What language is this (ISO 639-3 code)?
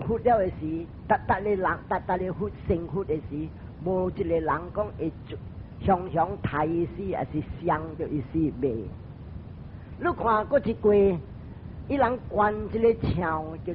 nan